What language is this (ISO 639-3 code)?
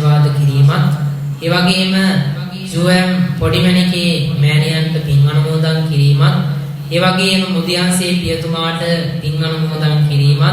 sin